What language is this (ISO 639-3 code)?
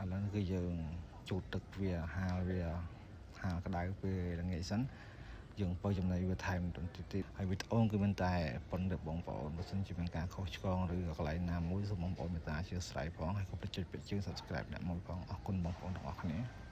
khm